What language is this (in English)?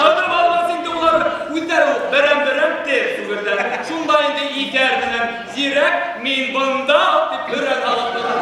Bashkir